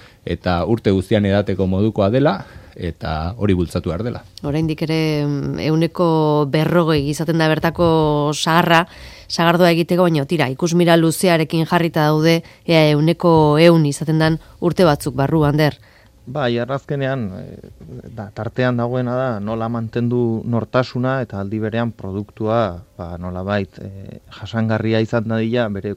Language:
Basque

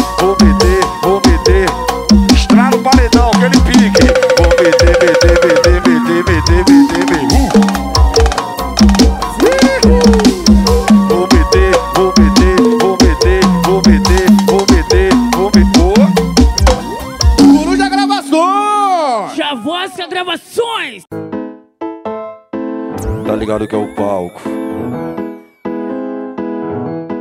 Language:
Portuguese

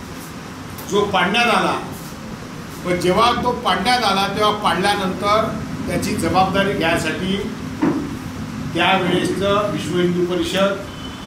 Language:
Marathi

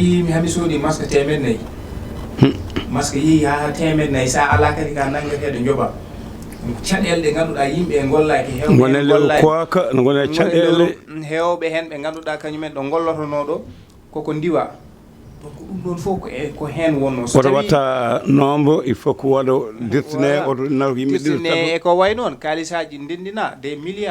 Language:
Fula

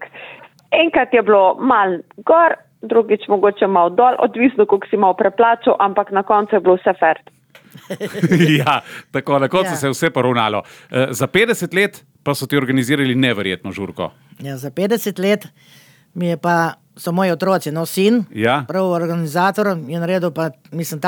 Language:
Slovenian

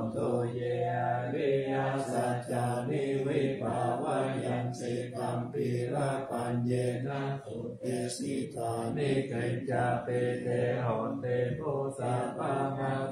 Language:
Pali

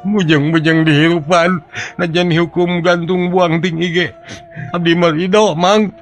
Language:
Sundanese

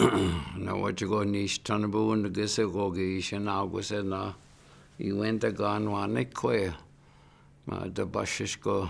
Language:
Chippewa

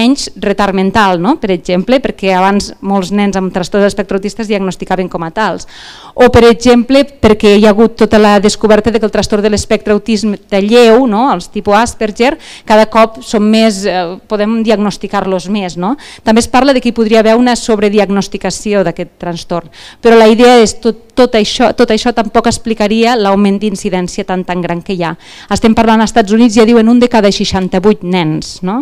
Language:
Catalan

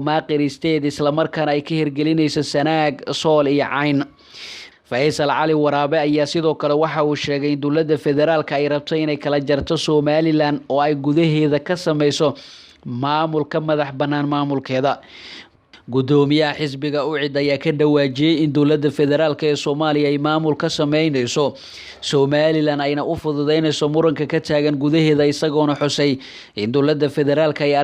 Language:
Somali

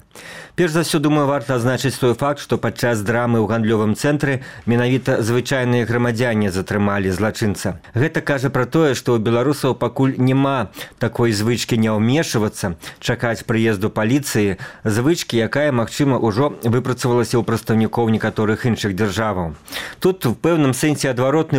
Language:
Belarusian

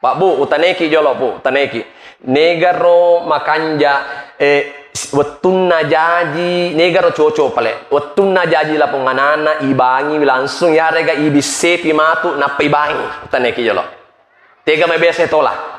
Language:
Buginese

